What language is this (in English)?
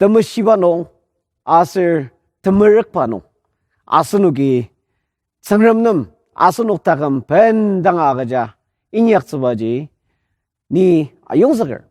Ao Naga